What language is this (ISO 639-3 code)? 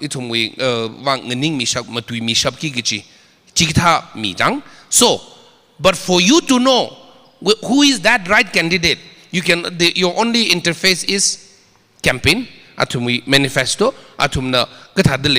nmf